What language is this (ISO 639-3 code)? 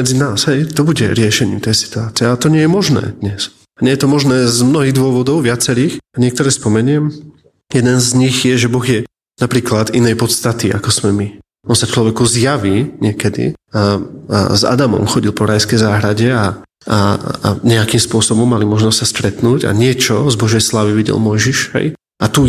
slk